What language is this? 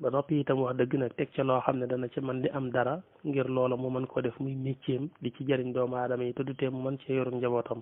Wolof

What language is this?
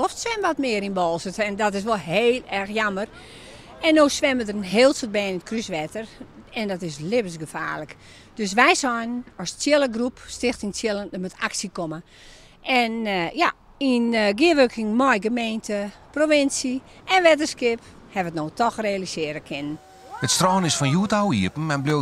Western Frisian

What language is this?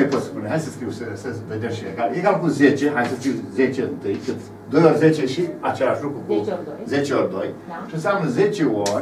Romanian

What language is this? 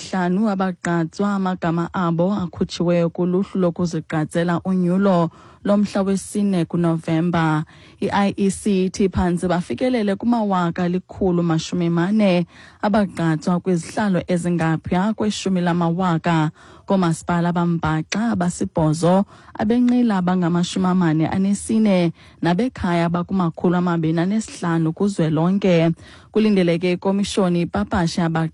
Xhosa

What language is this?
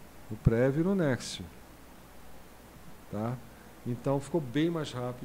Portuguese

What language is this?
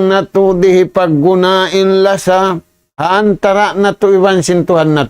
Tausug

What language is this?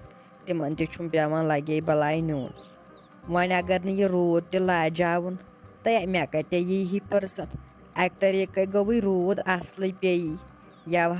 Kashmiri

